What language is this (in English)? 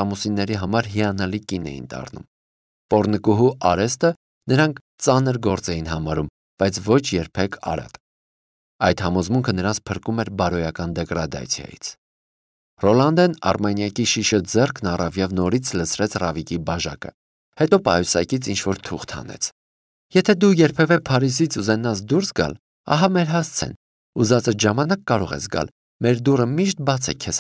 Armenian